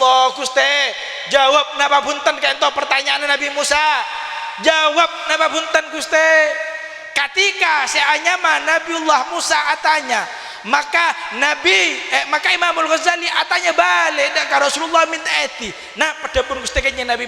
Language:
Madurese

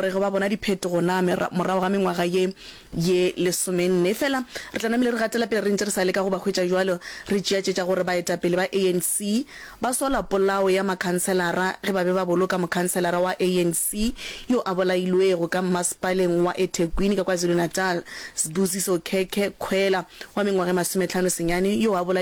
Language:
Northern Sotho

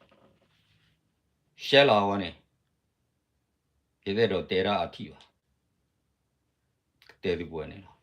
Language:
S'gaw Karen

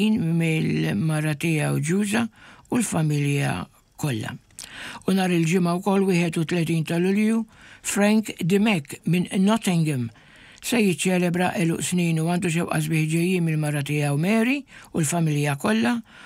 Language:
Maltese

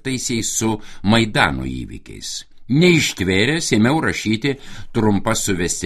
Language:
Lithuanian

